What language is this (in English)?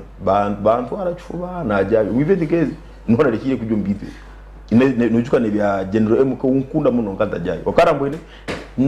Nyankole